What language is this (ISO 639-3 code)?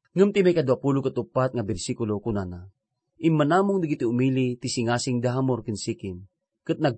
ilo